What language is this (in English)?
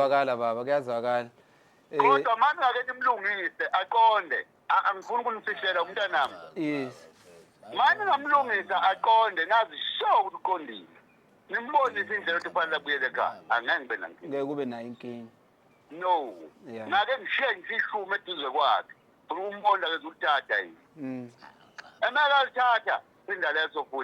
Zulu